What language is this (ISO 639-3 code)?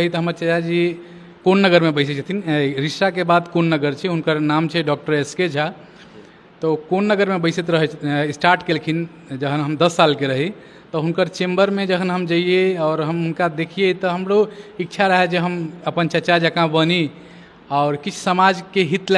mai